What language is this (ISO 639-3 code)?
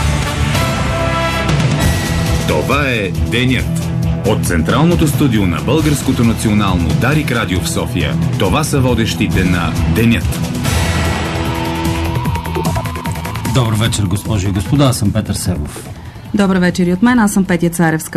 bul